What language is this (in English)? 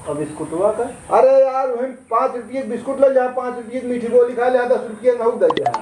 Awadhi